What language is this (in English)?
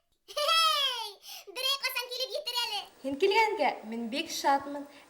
Bashkir